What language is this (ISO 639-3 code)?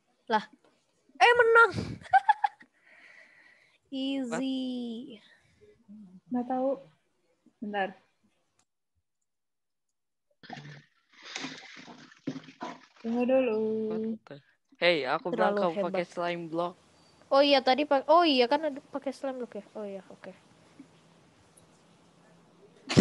ind